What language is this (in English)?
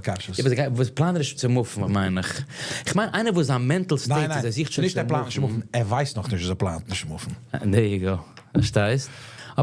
Yiddish